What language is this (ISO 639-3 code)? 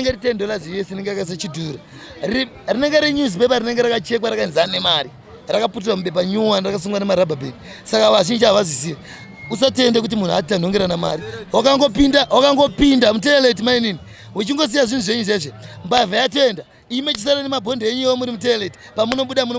sna